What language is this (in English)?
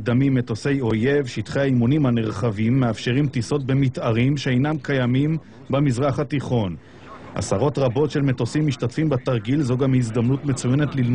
Hebrew